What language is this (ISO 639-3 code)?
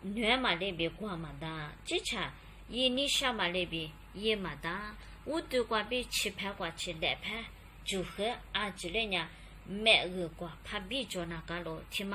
lis